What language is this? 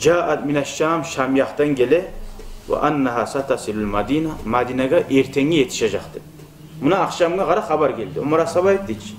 Kumyk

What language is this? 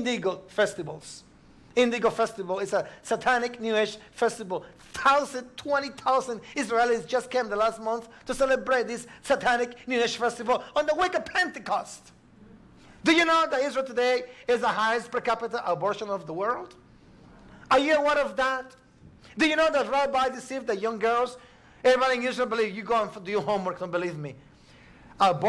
English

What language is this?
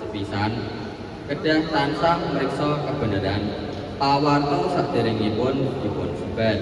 Javanese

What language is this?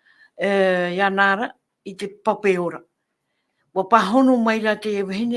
Tahitian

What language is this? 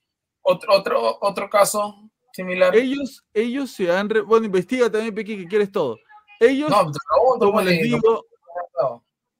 Spanish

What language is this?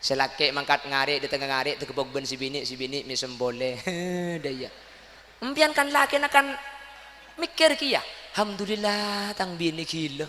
Madurese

